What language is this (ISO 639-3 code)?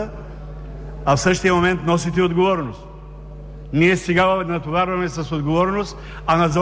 bul